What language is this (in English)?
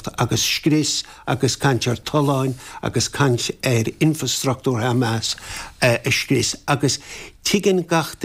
Irish